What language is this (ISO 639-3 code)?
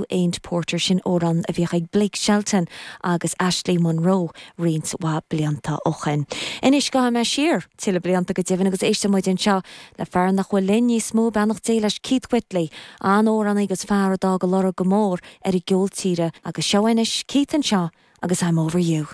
gle